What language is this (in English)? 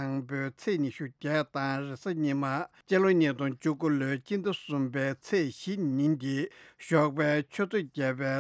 Tibetan